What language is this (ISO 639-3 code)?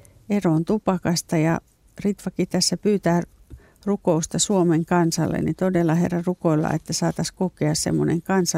fin